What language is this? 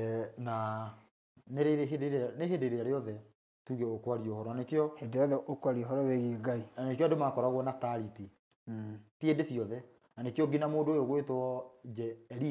Kikuyu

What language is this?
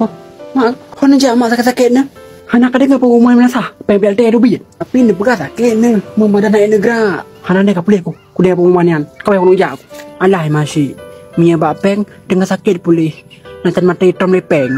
Achinese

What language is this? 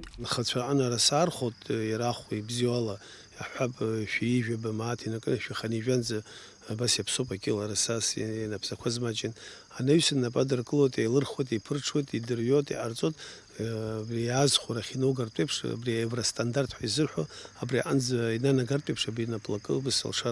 Abkhazian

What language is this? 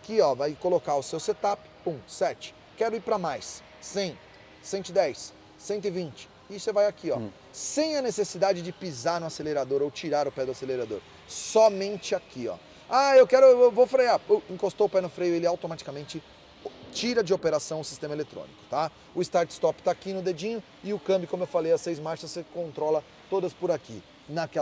Portuguese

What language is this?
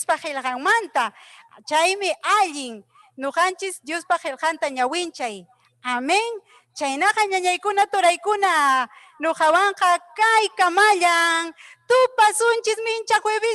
Ayacucho Quechua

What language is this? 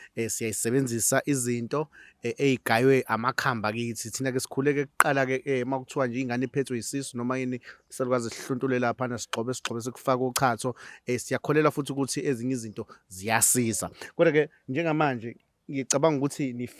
Zulu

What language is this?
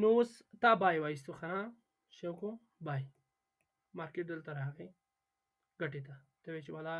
Pashto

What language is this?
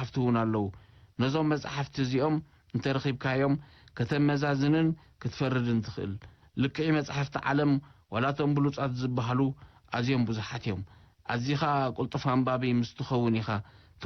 Tigrinya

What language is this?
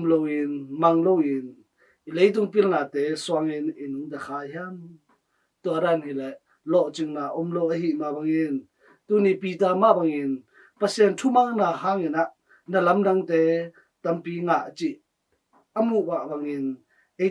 Tedim Chin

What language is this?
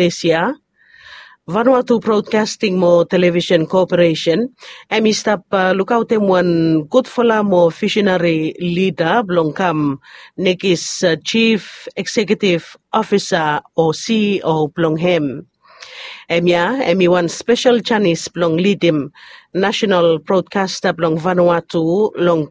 Bislama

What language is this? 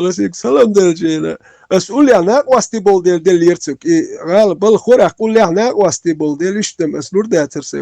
Chechen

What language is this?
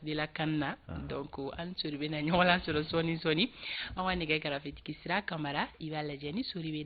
Bambara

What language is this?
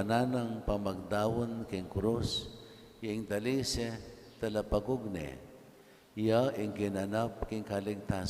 Pampanga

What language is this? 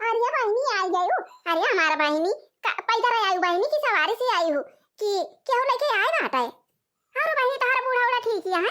Awadhi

